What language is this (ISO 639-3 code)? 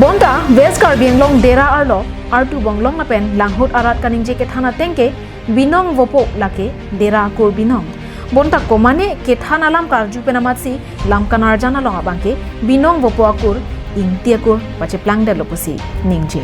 mjw